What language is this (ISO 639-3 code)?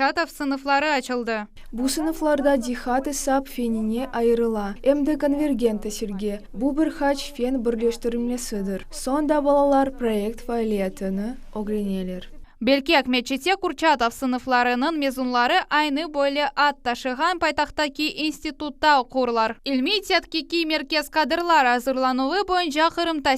crh